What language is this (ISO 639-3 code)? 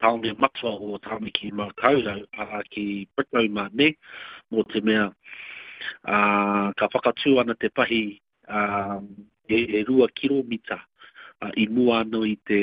mri